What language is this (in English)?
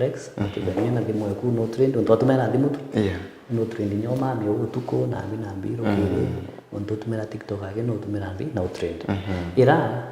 Meru